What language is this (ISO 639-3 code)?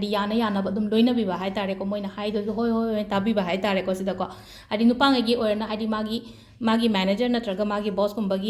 mni